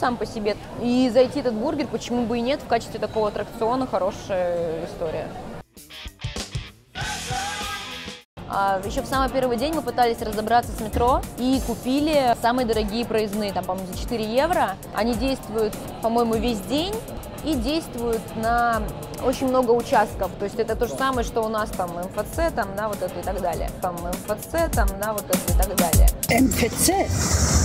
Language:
Russian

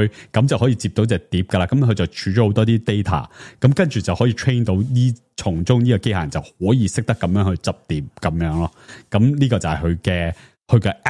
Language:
Cantonese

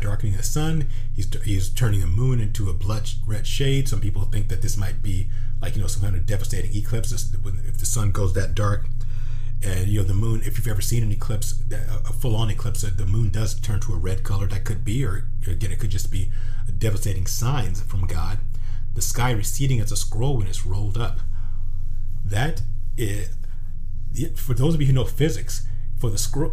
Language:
English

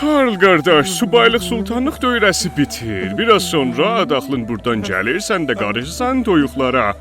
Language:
South Azerbaijani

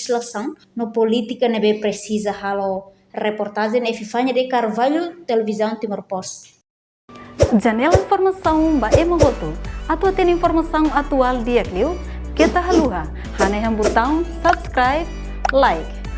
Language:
Tetum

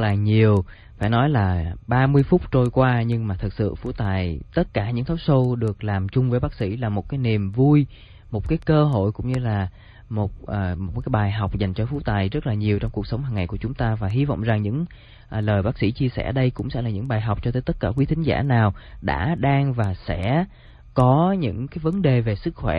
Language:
Vietnamese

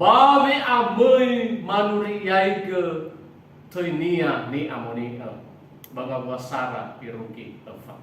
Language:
Nias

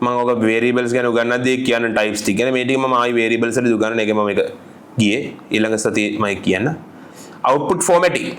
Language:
Sinhala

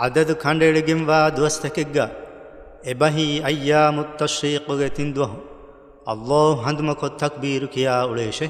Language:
Divehi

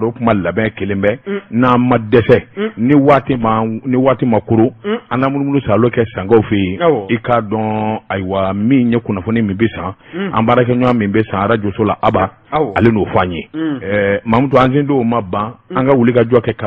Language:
Bambara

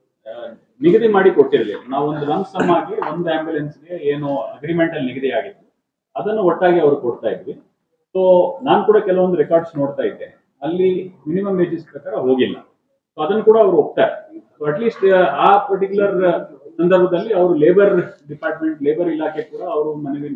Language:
Kannada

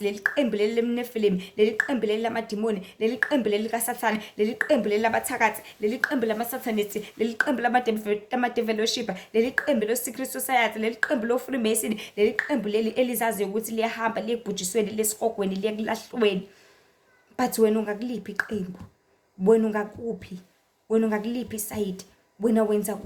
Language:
Zulu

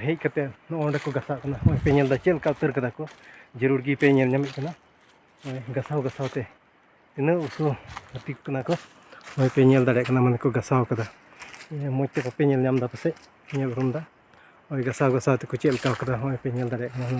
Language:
Santali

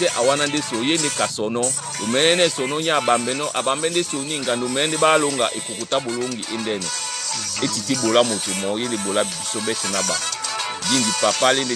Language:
Duala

